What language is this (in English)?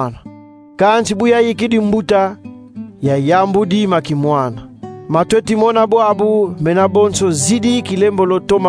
Kongo